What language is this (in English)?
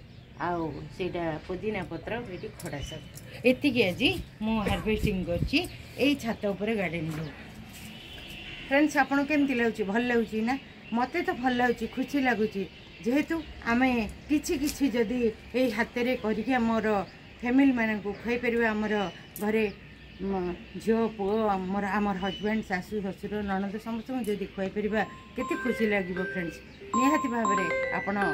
Odia